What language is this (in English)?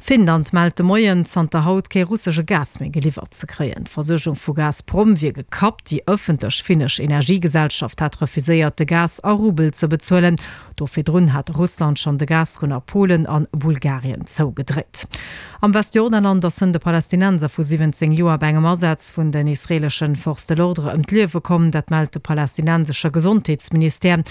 Luxembourgish